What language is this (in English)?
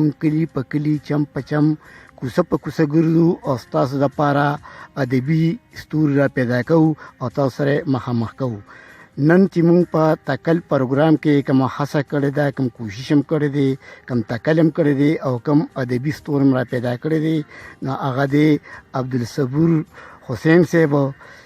Pashto